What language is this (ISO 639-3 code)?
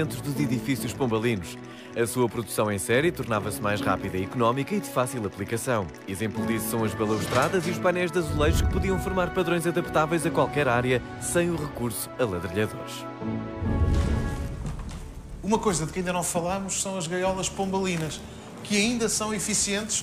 por